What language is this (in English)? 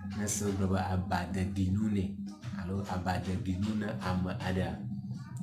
Ewe